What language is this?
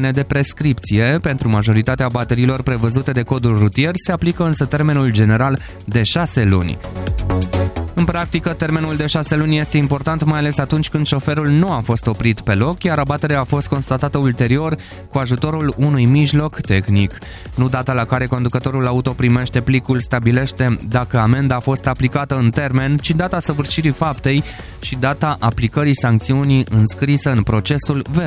Romanian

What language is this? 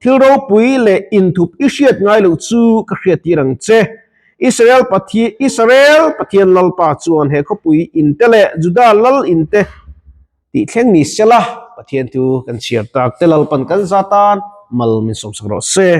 Mizo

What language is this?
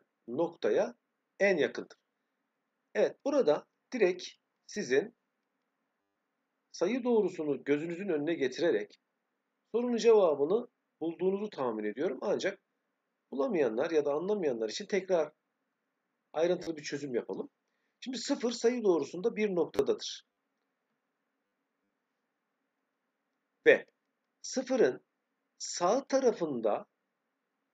Turkish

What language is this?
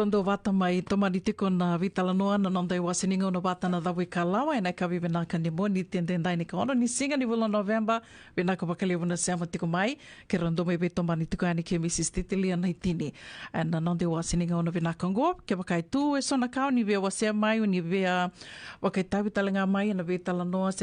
Fijian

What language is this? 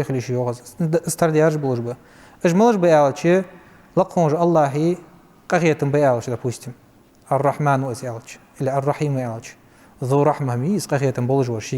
Ingush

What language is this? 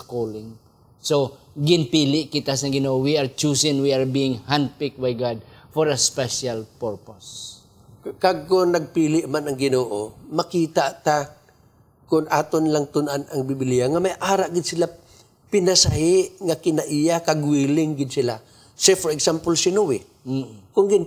Hiligaynon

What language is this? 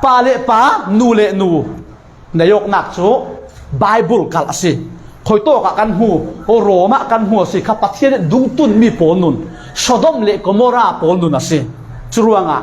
Falam Chin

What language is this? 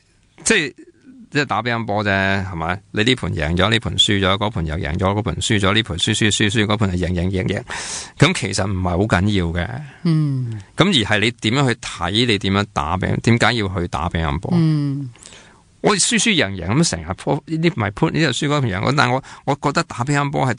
Cantonese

